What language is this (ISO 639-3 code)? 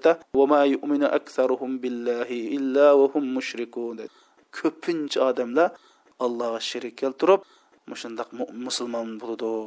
uig